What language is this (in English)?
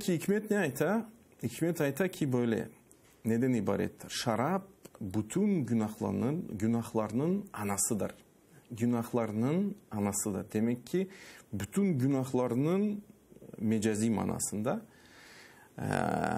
Crimean Tatar